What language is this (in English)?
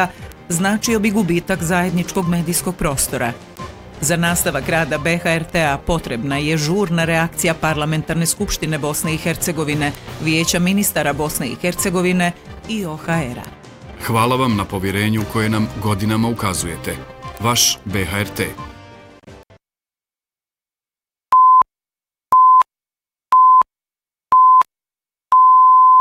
Bosnian